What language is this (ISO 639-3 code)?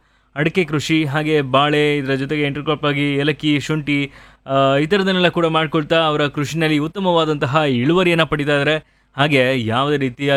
kan